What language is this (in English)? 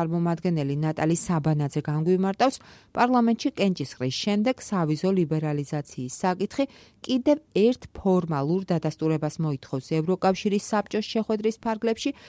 Georgian